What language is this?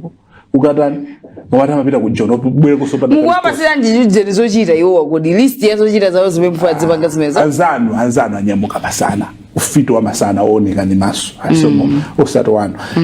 Nyanja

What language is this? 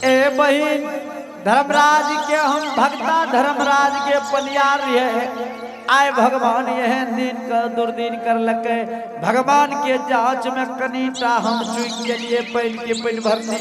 Angika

